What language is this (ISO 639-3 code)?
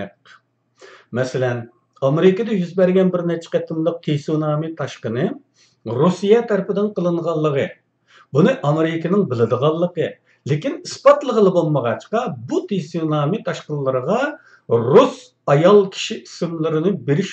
uig